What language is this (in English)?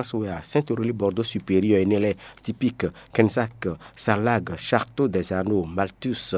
Fon